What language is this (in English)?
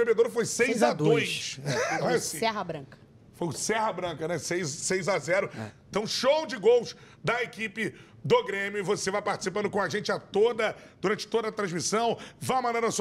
Portuguese